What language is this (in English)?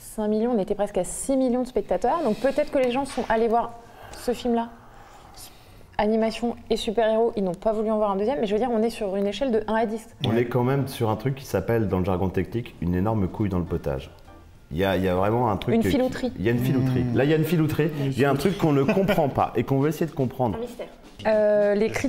French